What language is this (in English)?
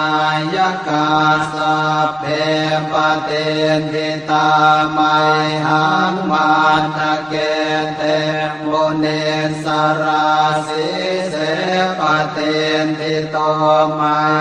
Pali